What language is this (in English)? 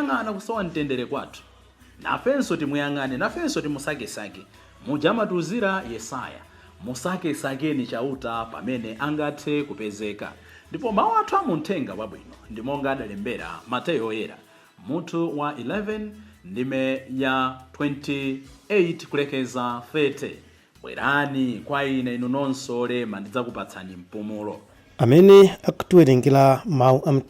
Nyanja